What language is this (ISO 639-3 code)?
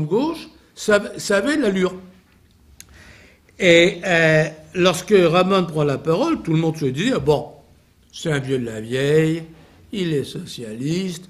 fra